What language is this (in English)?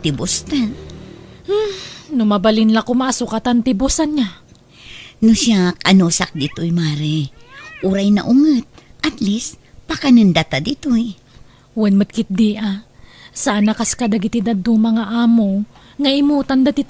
Iloko